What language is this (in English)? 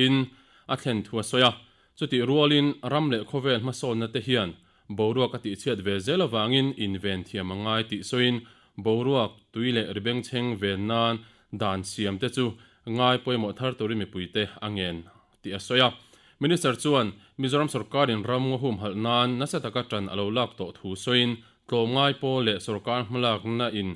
Mizo